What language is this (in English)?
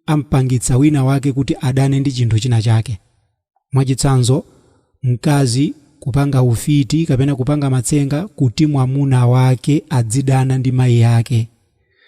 Nyanja